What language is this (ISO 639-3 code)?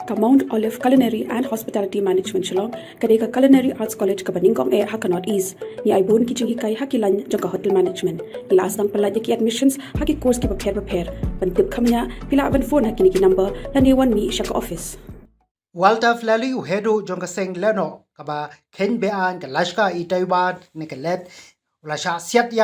kha